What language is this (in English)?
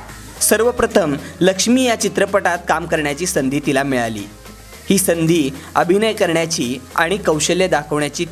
Marathi